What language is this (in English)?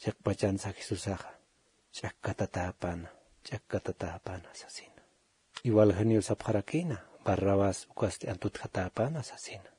Aymara